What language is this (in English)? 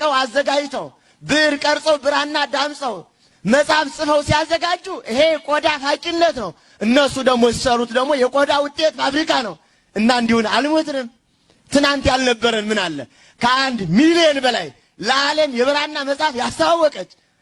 Amharic